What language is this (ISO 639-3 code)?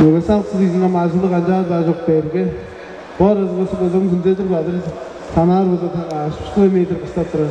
tyv